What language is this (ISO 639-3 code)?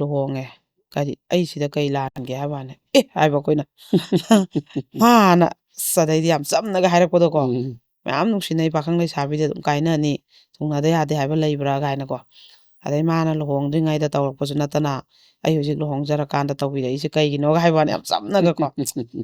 mni